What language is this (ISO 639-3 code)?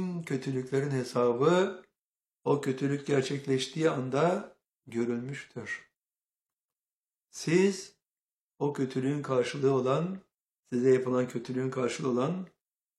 tur